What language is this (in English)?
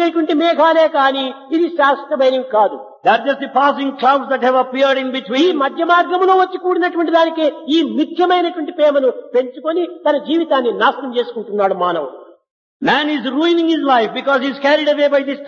Telugu